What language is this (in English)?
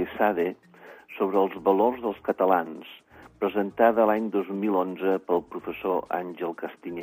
Catalan